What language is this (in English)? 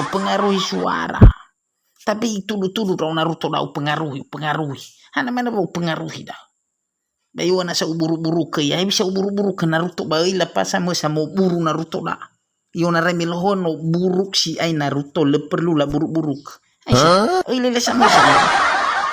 Nias